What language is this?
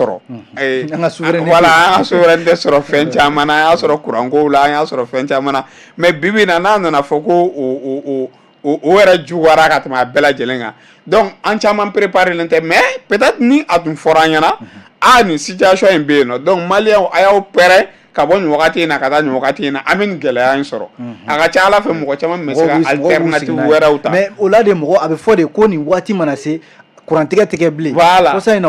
Bambara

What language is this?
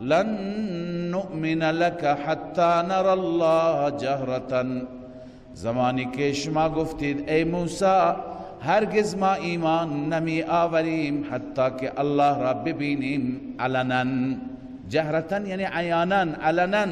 Persian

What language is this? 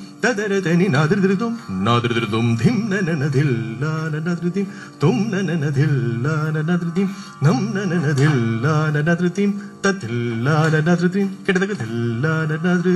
Malayalam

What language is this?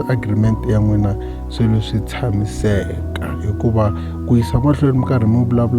Tsonga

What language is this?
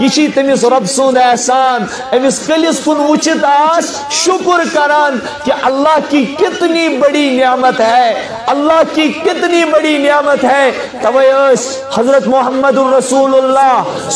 Kashmiri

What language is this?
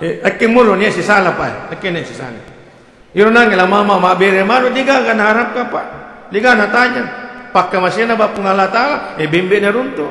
Buginese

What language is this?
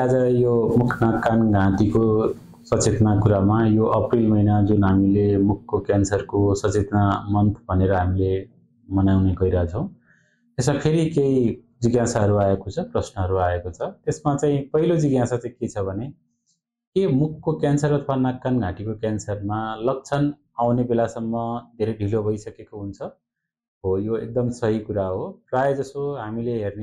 Nepali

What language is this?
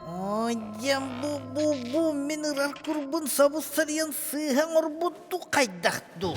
Yakut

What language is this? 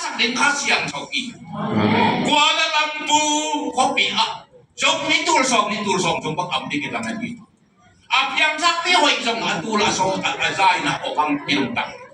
Tedim Chin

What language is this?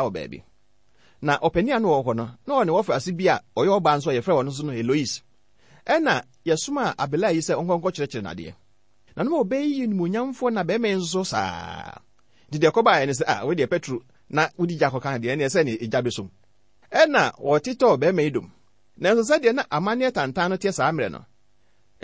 Akan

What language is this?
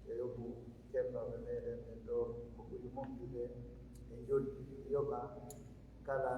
Pular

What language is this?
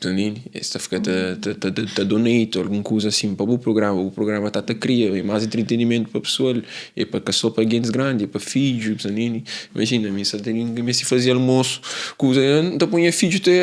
Kabuverdianu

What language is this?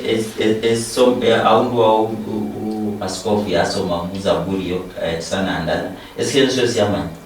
Luyia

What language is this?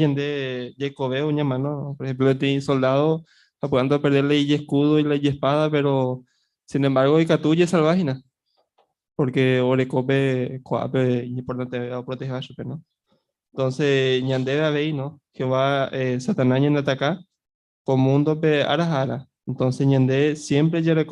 Guarani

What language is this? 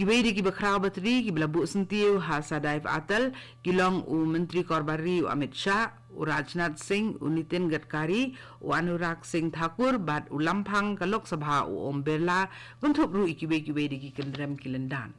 Khasi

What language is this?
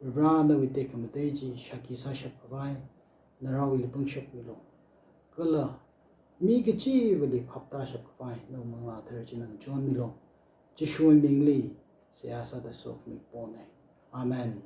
Tangkhul Naga (India)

